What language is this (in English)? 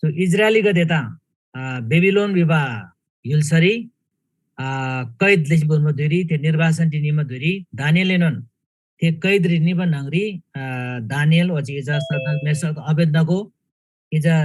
Eastern Tamang